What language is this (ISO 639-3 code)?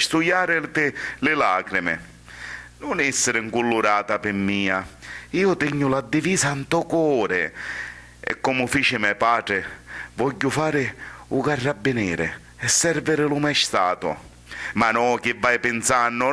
scn